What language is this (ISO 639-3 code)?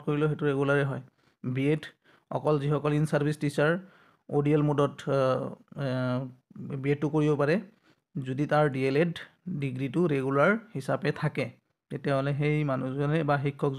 asm